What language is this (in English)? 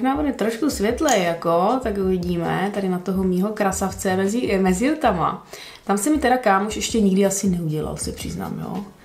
Czech